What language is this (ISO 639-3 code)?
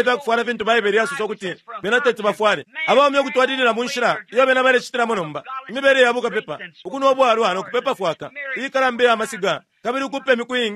bem